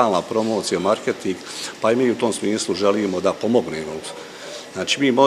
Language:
Bosnian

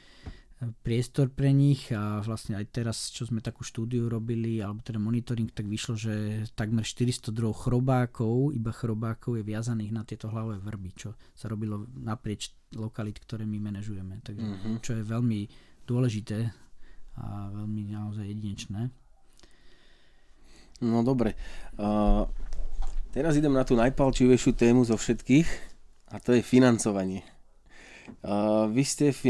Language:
Slovak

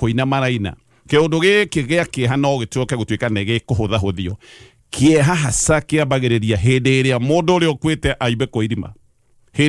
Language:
Kikuyu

